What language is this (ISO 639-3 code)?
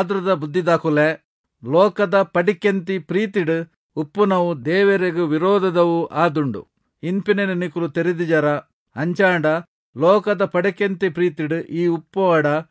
tcy